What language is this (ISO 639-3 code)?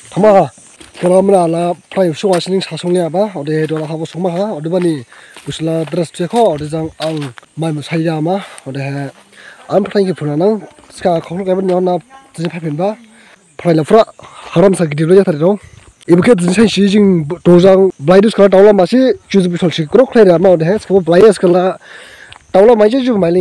dis